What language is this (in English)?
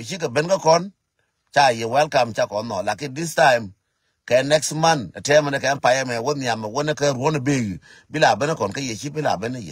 Nuer